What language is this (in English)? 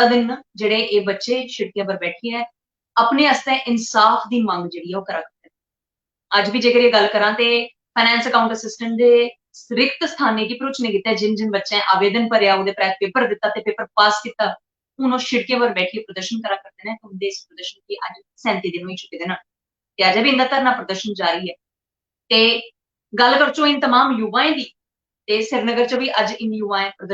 Dogri